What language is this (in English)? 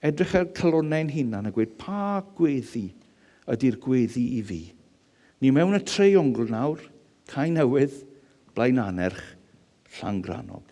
Welsh